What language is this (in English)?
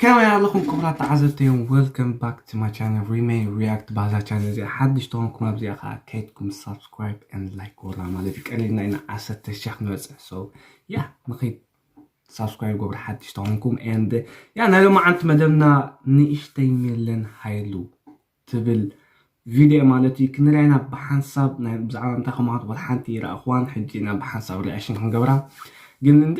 Tigrinya